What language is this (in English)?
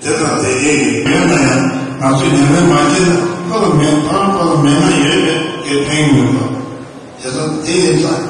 Tibetan